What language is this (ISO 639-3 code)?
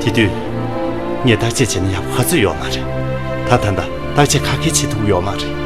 bod